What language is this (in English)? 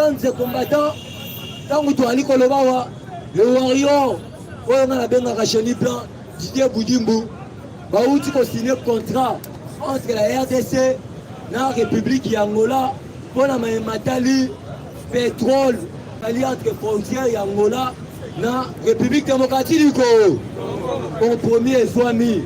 Lingala